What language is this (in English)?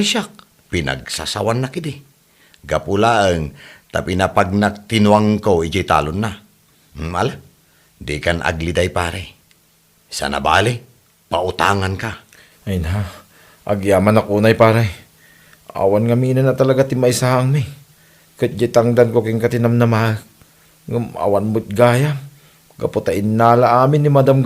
Iloko